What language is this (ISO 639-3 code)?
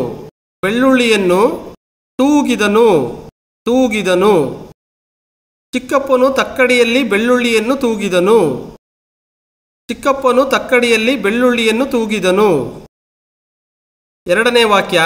kan